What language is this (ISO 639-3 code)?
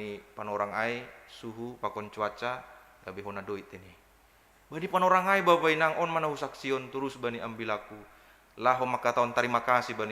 bts